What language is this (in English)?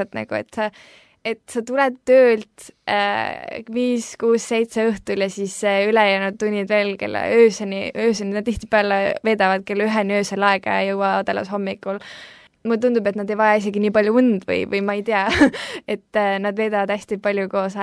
Estonian